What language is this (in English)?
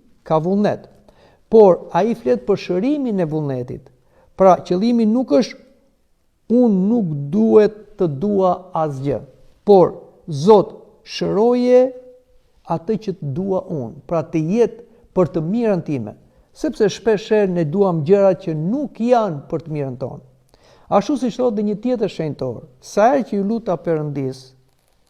Albanian